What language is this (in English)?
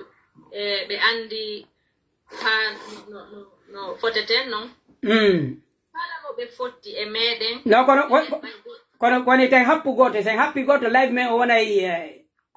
Pular